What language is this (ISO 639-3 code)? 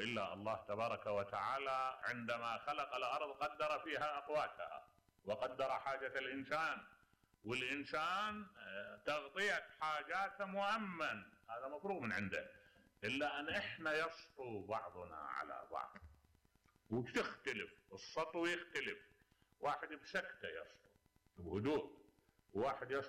acm